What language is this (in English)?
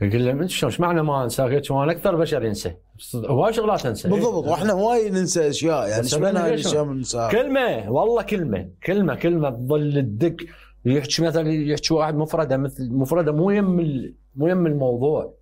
Mesopotamian Arabic